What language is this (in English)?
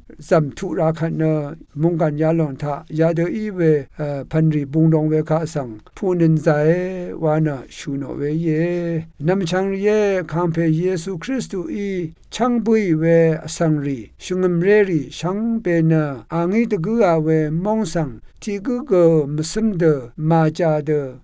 Rawang